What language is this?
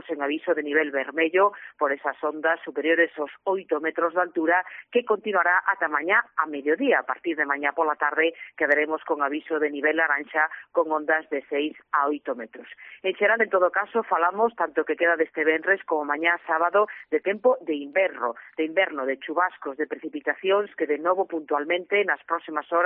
Galician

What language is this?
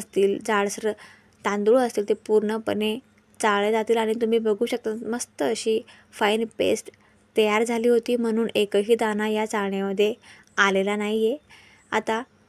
Marathi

